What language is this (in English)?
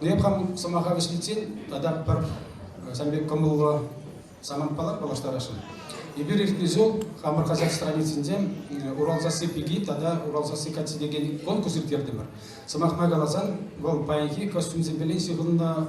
Chuvash